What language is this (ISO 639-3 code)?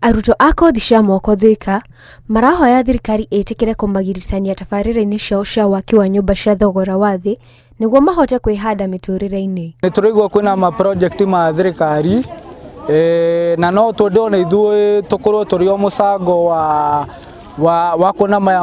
kik